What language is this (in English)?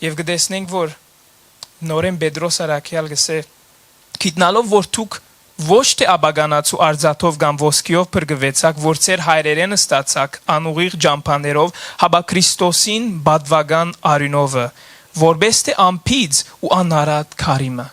Western Armenian